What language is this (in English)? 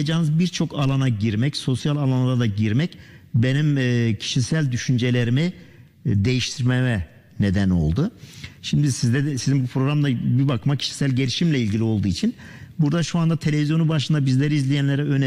Turkish